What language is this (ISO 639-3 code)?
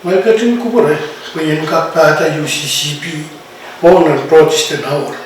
pon